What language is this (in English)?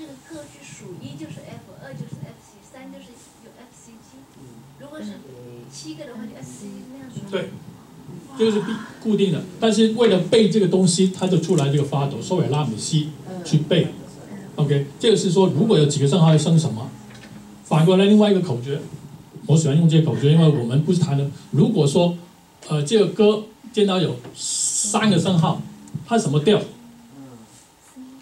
Chinese